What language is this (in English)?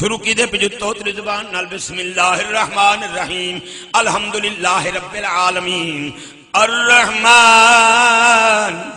Saraiki